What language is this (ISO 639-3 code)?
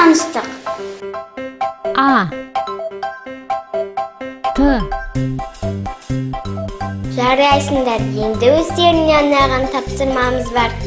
kaz